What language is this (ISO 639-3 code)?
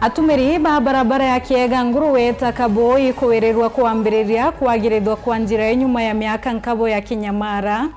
mer